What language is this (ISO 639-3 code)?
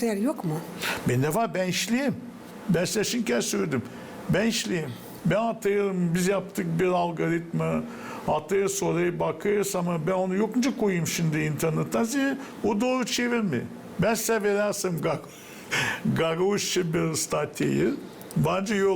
gag